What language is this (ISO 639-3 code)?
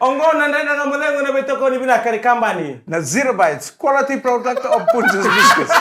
fij